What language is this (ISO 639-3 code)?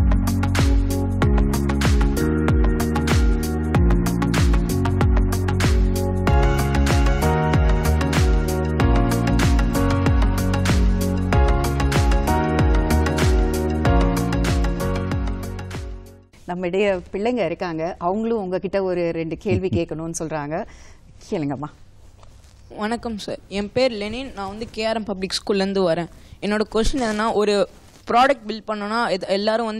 tam